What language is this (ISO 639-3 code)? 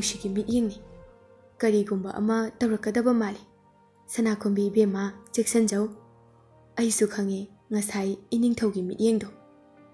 mni